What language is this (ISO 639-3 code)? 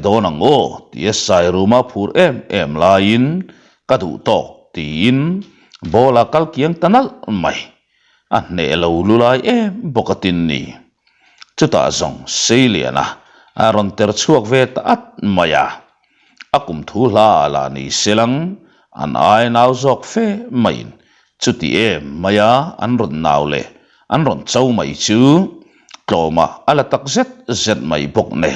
lus